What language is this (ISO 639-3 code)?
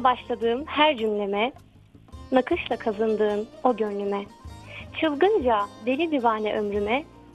tur